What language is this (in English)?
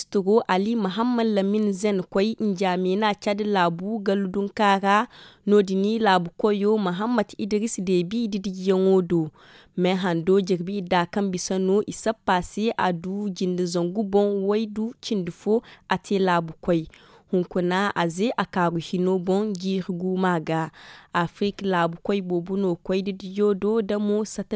Zarma